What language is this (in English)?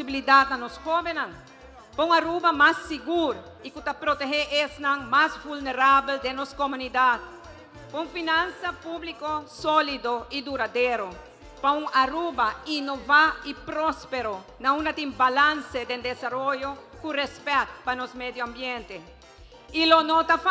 Papiamento